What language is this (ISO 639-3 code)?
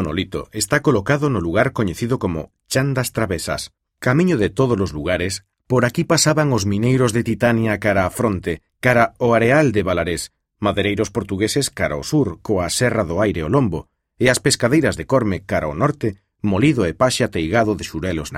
glg